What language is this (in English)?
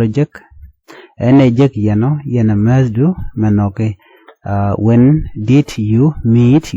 Nuer